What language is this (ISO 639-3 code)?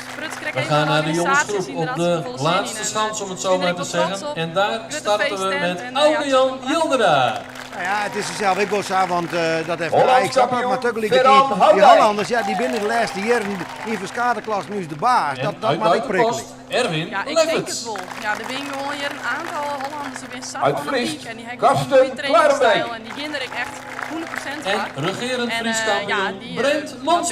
fry